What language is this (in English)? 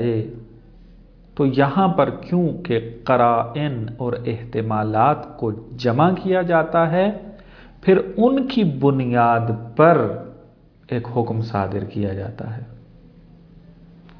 Urdu